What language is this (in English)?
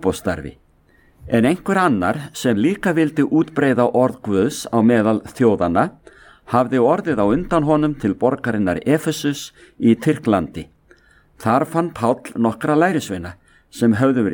Icelandic